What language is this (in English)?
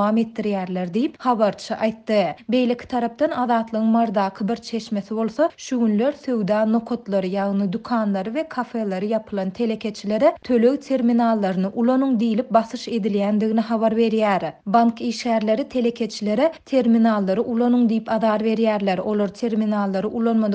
Turkmen